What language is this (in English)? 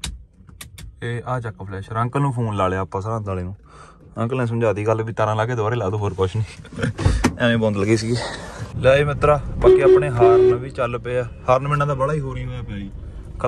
Punjabi